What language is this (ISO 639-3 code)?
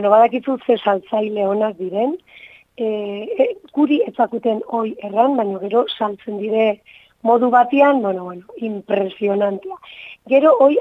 eus